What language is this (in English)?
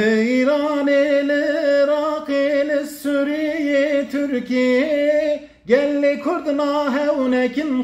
Kurdish